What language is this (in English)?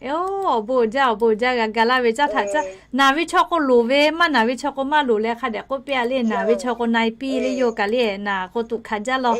Lahu